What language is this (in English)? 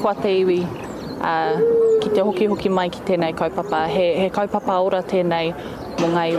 Māori